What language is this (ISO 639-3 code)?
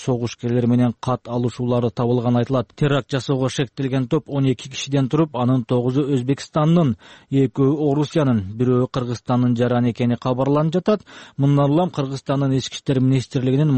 kir